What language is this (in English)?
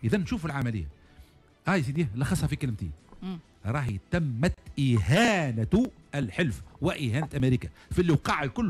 Tunisian Arabic